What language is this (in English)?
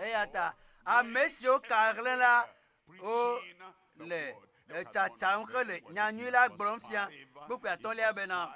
Ewe